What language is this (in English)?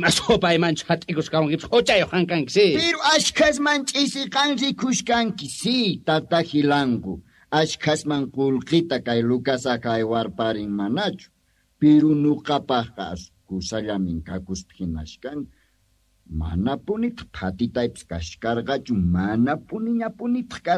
South Bolivian Quechua